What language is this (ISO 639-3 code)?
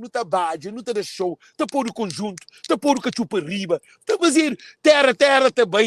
kea